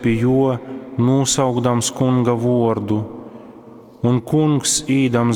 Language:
Latgalian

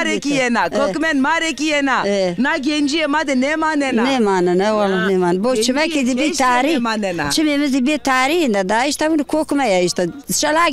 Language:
Zaza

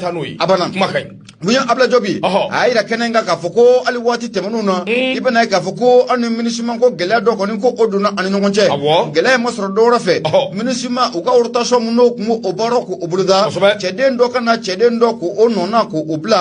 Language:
Bambara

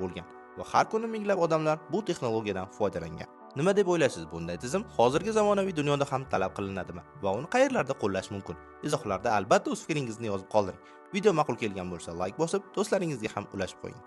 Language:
Uzbek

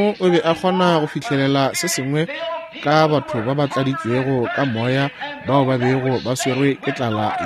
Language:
Northern Sotho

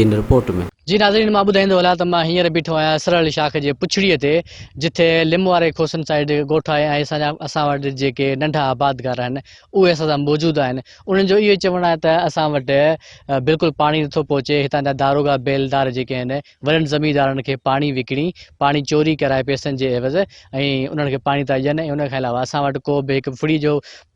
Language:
Sindhi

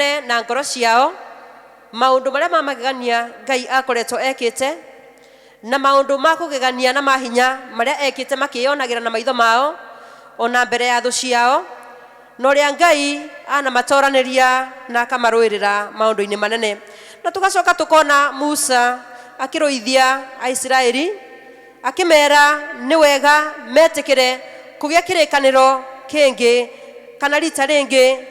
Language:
Kikuyu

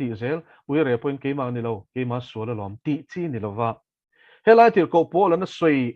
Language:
Mizo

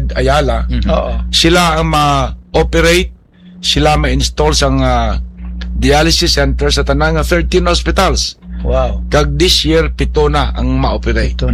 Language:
Hiligaynon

